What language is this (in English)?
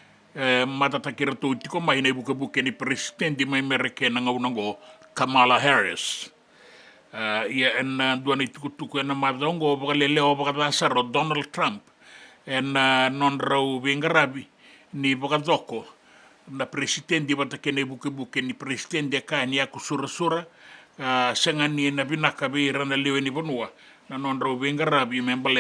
Fijian